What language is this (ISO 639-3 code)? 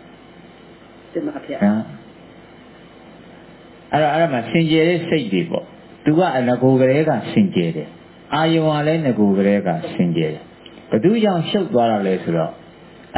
mya